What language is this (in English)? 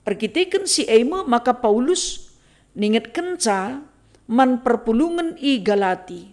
Batak Karo